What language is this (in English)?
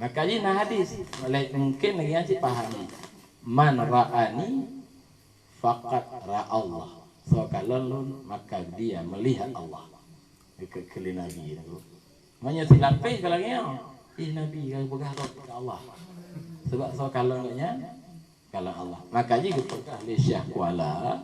Achinese